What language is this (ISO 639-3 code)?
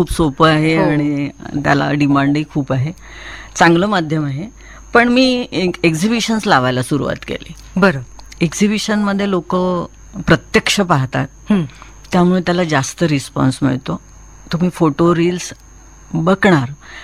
mar